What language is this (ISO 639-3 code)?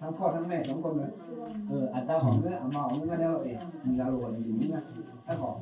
ahk